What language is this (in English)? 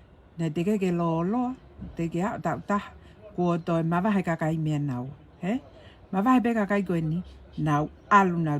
Tongan